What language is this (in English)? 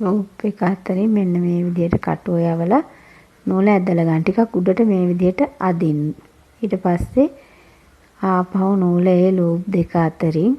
Sinhala